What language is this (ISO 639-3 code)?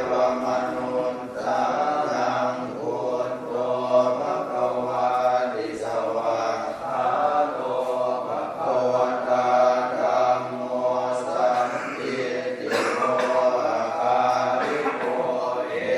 pli